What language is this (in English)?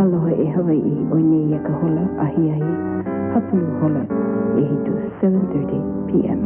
Hawaiian